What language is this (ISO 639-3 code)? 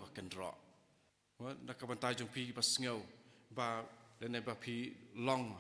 kha